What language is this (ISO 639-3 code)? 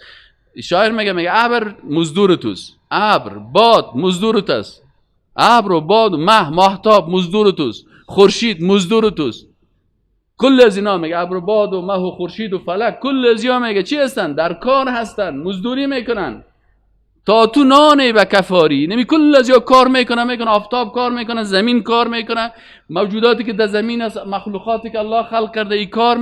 fas